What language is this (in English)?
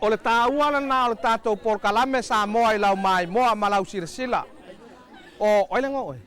Samoan